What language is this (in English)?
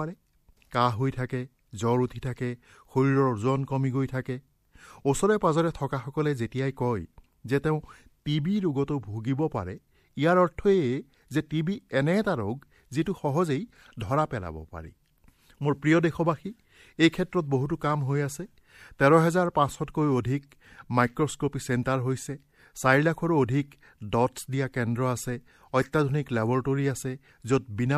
Assamese